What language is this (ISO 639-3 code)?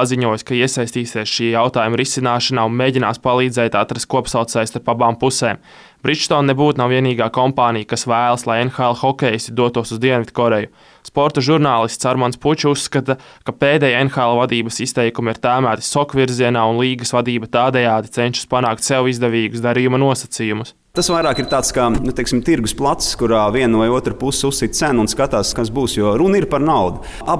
lav